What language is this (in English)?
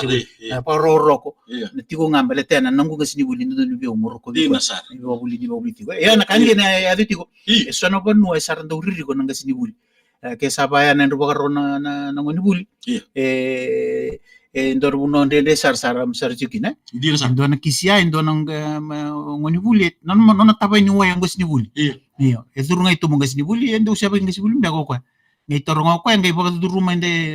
Fijian